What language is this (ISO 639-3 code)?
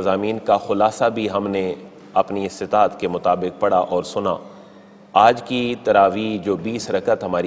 urd